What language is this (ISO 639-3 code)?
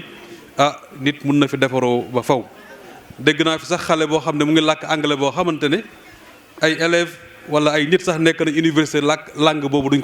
wol